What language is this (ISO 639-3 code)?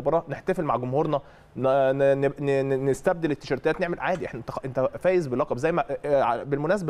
arz